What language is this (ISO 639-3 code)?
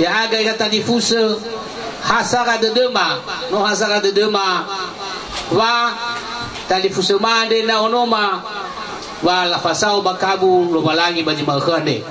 nia